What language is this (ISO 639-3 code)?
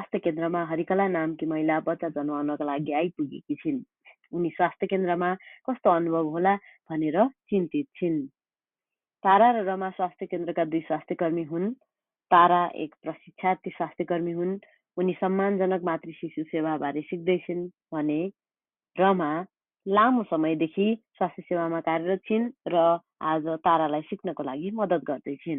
nep